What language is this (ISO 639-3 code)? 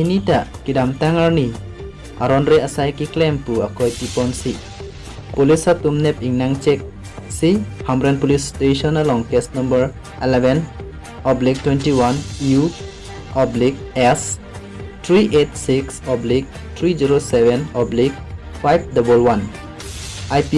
mjw